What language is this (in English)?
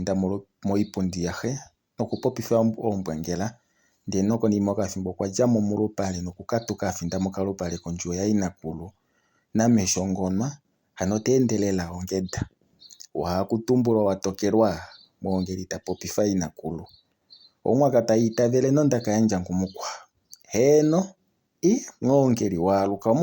Kuanyama